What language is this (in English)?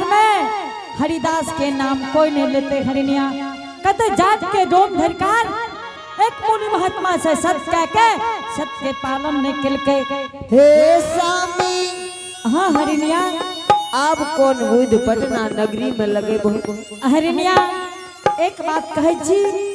Angika